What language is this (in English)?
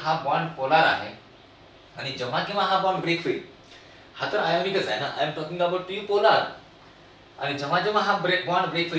Marathi